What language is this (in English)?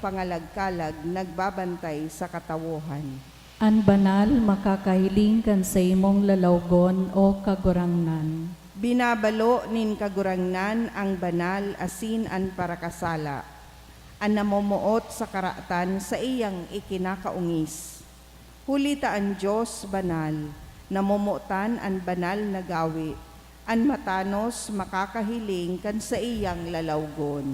Bikol